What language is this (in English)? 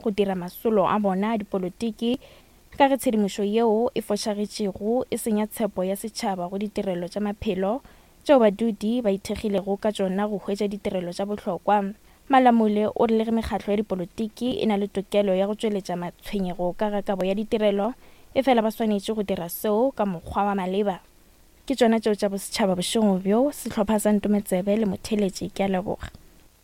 Northern Sotho